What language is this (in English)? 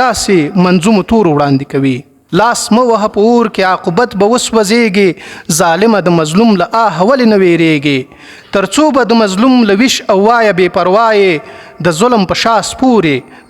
Pashto